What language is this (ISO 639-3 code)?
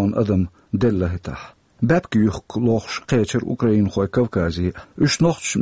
che